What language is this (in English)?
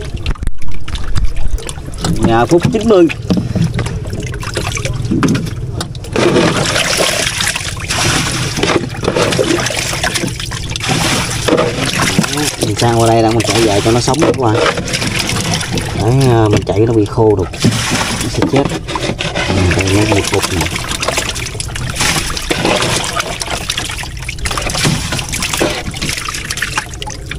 Vietnamese